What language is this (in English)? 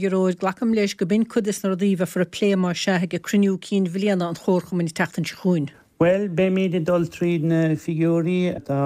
Irish